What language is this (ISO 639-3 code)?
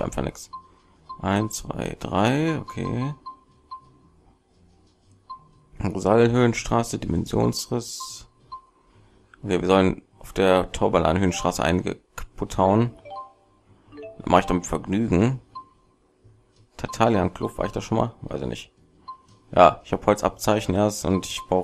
deu